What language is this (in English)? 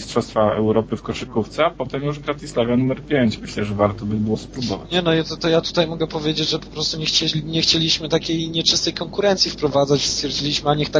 Polish